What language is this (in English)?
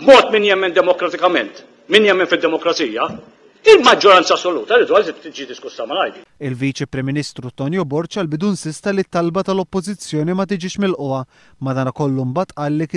Maltese